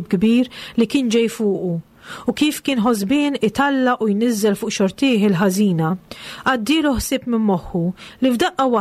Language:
Maltese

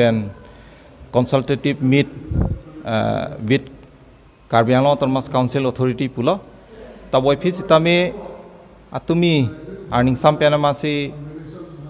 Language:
Karbi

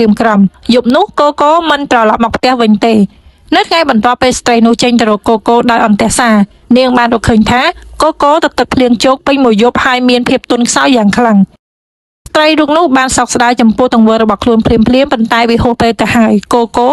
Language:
Khmer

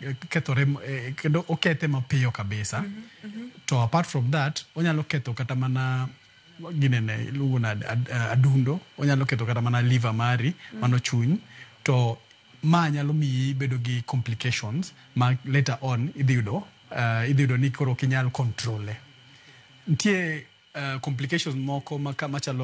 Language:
Luo (Kenya and Tanzania)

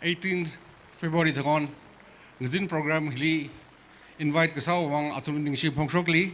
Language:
Tangkhul Naga (India)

